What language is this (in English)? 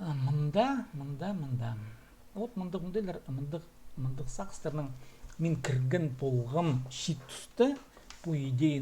Khakas